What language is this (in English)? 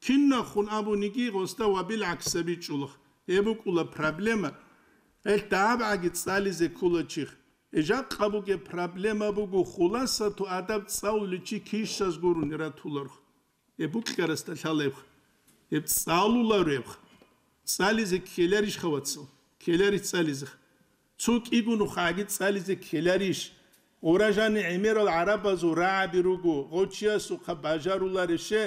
Avaric